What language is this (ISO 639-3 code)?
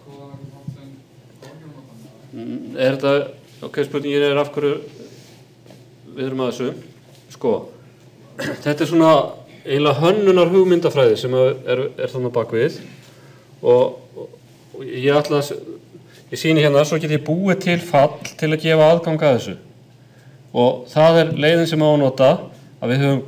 isl